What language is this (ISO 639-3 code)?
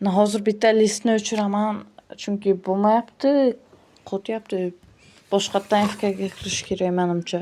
uzb